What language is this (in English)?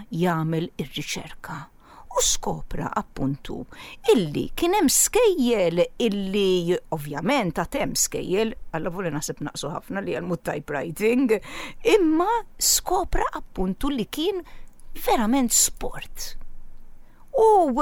Maltese